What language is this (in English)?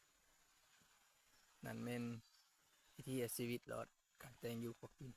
Lao